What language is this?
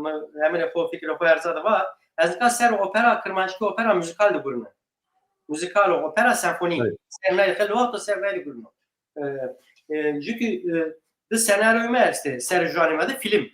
Zaza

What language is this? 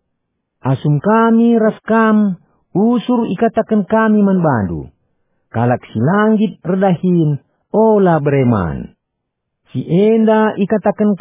Batak Karo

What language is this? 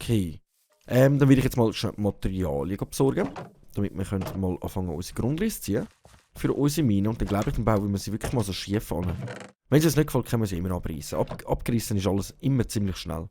Swiss German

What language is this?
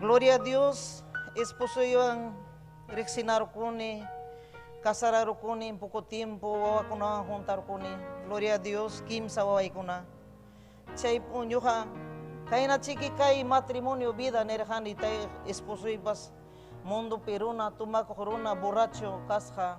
Ayacucho Quechua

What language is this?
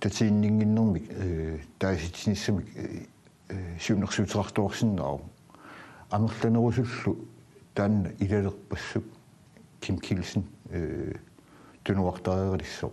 Kalaallisut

